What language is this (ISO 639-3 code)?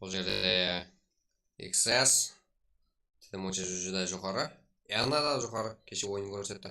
kaa